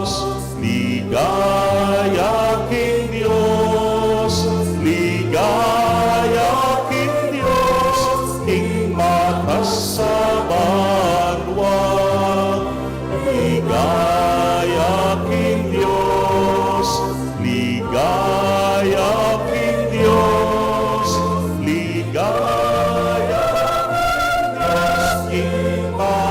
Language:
Pampanga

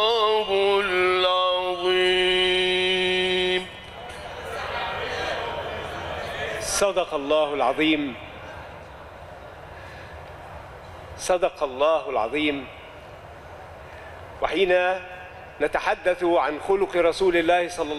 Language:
Arabic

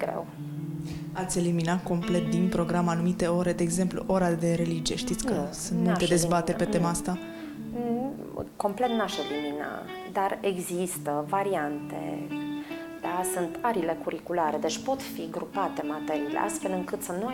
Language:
Romanian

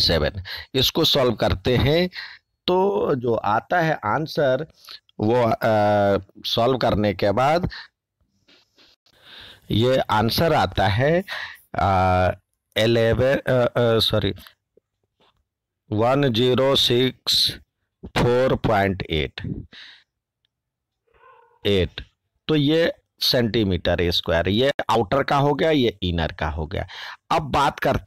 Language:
Hindi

